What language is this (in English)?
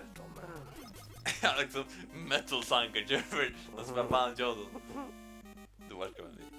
Faroese